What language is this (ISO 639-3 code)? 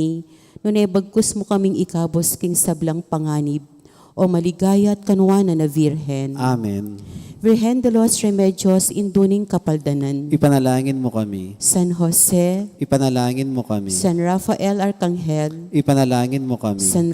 pam